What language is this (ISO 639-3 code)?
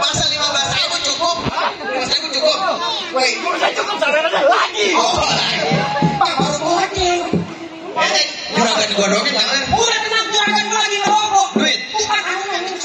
bew